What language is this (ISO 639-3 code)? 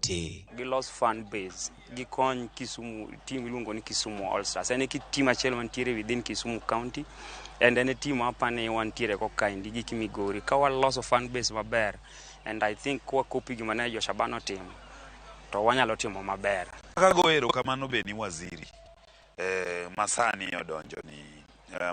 luo